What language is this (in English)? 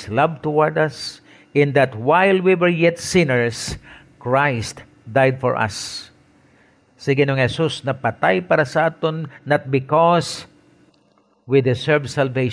Hiligaynon